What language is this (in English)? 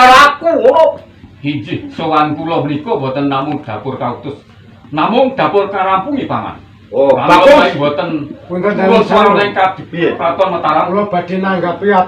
Javanese